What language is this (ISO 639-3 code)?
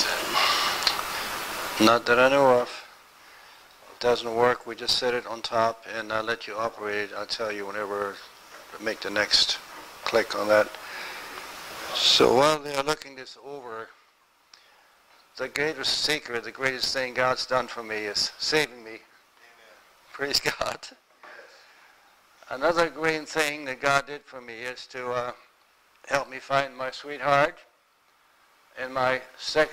eng